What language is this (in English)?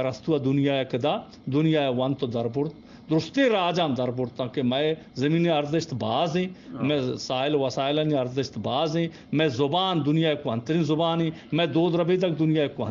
Eastern Balochi